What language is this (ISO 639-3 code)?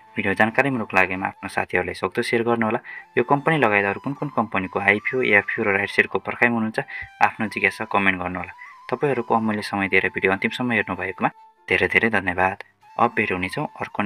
nep